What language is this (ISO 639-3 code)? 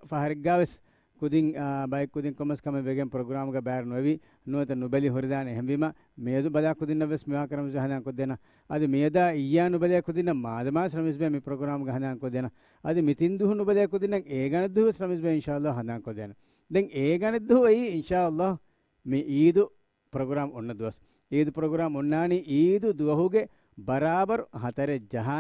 div